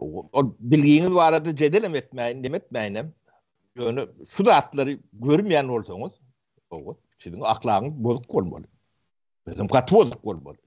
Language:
Turkmen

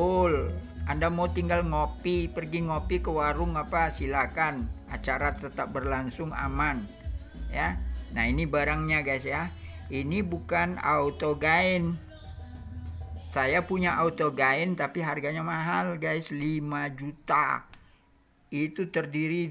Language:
Indonesian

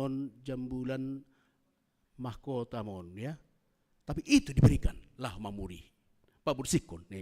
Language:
Batak Simalungun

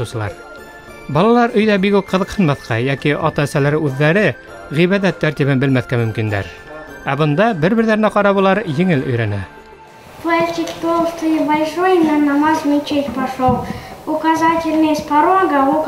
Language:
Bashkir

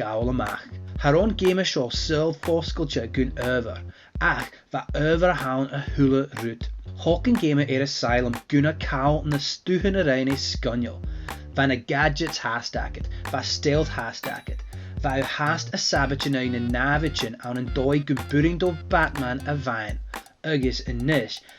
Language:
Scottish Gaelic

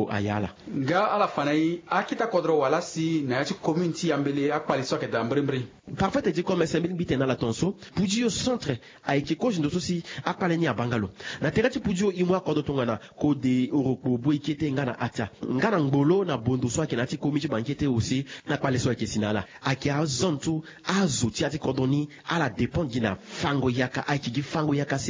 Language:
Sango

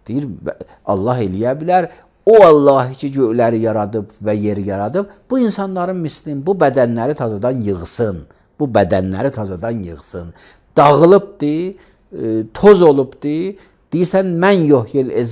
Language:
Azerbaijani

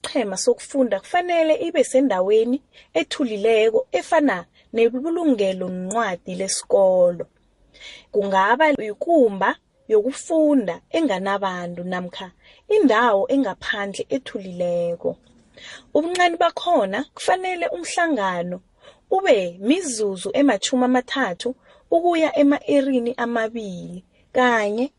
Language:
South Ndebele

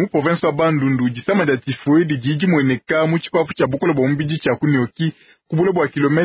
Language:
Luba-Lulua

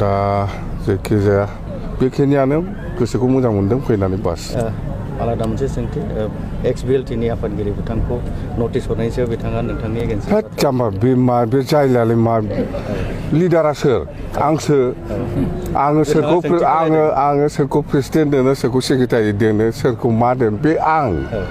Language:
Bodo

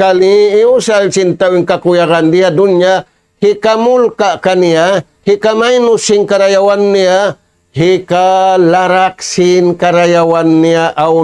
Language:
Tausug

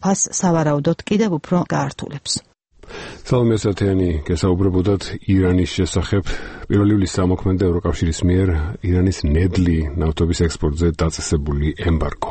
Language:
Georgian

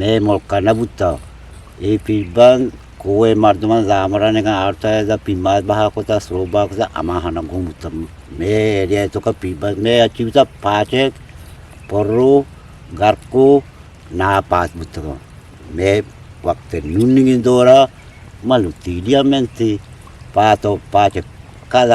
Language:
Eastern Balochi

